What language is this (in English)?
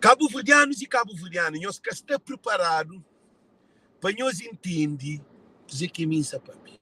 Kabuverdianu